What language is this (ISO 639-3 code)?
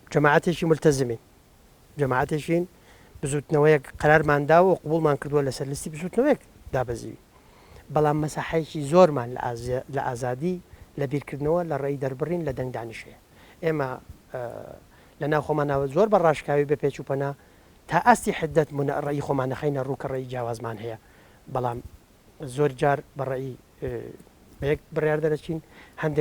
ckb